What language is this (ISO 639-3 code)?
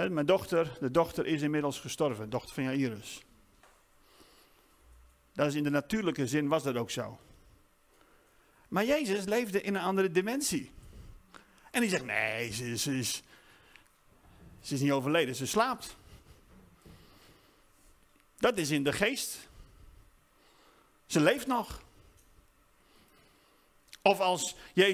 nld